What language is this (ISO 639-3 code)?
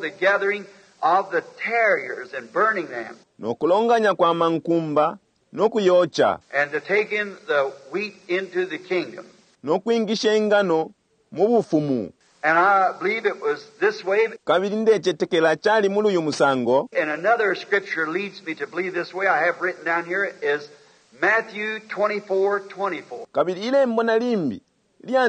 bem